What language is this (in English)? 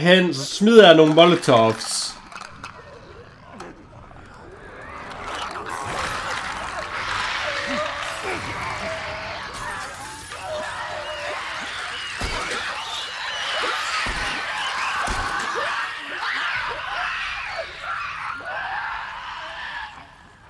Danish